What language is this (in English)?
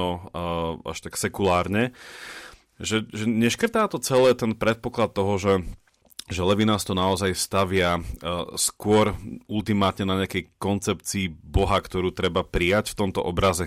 Slovak